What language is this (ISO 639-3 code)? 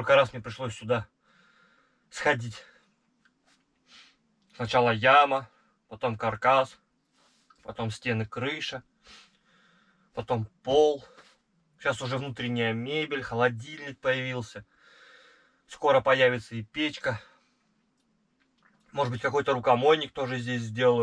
rus